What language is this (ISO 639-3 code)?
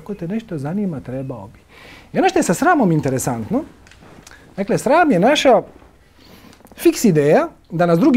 hrv